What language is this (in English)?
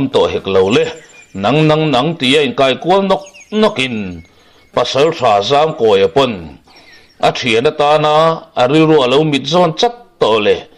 Mizo